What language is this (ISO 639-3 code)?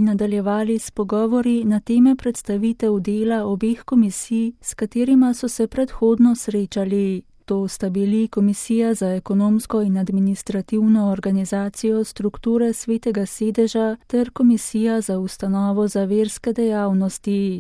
slv